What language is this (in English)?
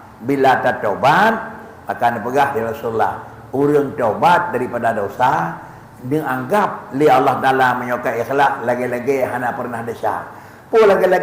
Achinese